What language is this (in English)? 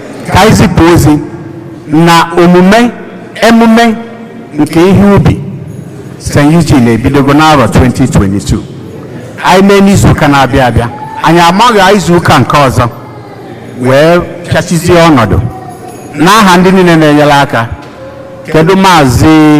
Igbo